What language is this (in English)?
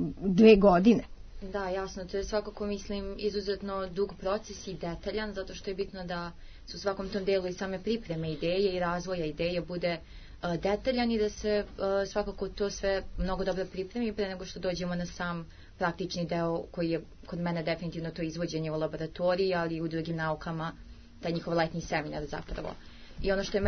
Serbian